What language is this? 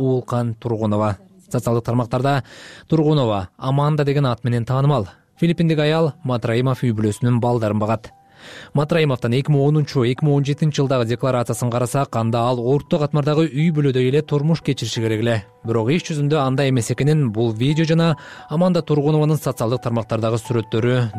Kyrgyz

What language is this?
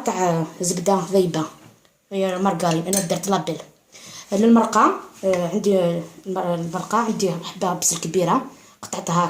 Algerian Arabic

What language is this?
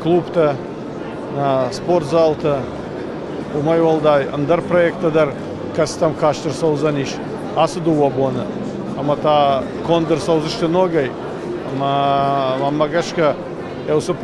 Ossetic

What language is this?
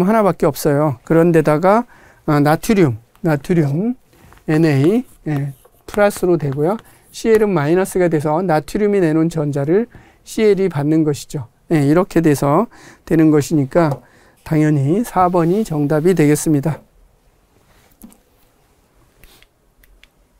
Korean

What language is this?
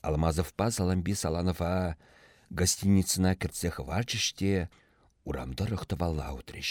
Chuvash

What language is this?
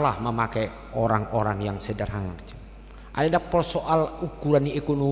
Batak Toba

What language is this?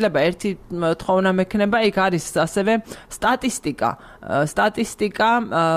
Georgian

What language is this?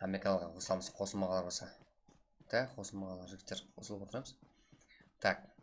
Kara-Kalpak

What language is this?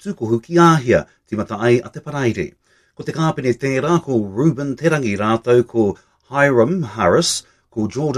Māori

